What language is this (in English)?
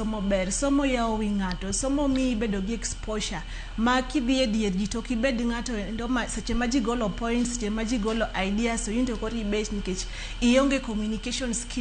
Luo (Kenya and Tanzania)